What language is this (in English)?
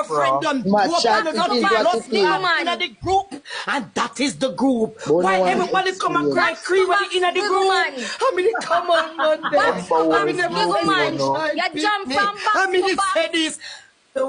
Jamaican Creole English